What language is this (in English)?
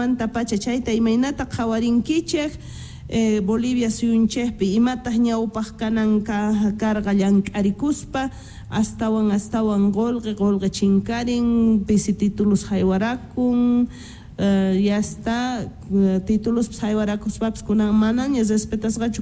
South Bolivian Quechua